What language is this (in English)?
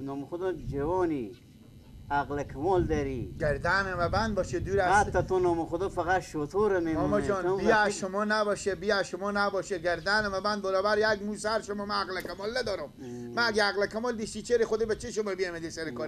Persian